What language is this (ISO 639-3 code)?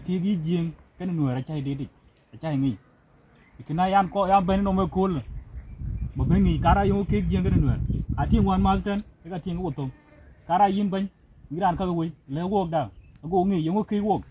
din